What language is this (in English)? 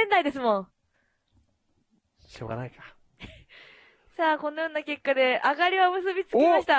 Japanese